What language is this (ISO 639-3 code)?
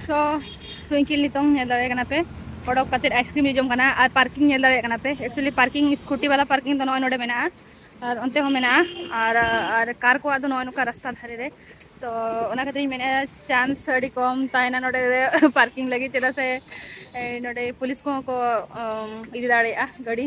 sat